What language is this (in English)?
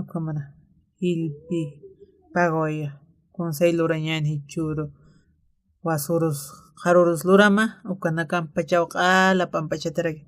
Aymara